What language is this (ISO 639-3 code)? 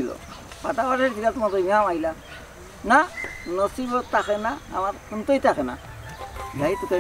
syl